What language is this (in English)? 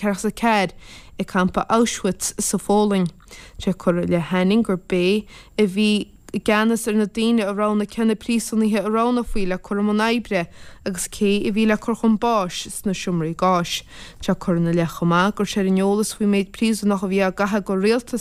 Irish